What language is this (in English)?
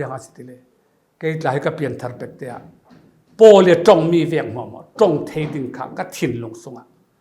Falam Chin